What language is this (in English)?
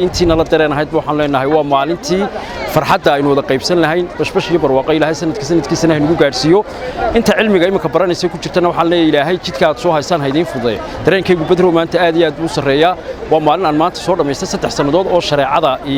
Somali